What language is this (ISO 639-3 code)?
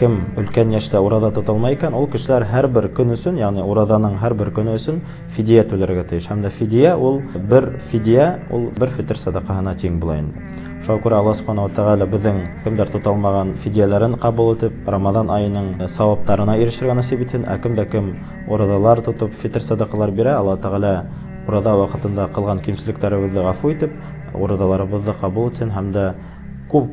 bak